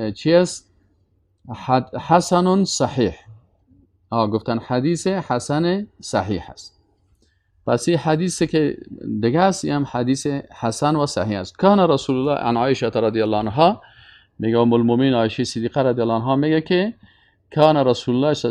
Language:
Persian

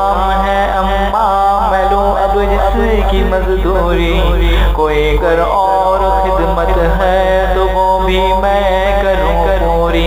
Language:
Urdu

